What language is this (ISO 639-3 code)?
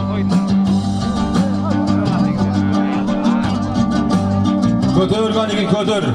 kaz